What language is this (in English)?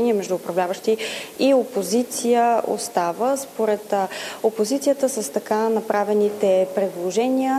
Bulgarian